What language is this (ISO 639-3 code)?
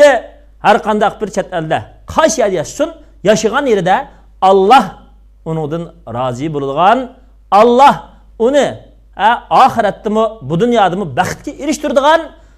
uig